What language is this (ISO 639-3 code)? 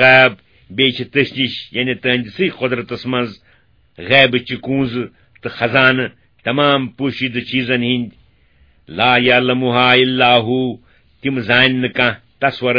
kas